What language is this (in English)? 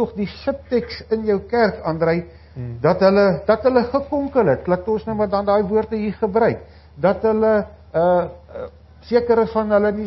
Afrikaans